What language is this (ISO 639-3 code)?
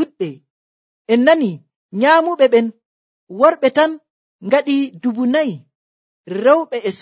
fuv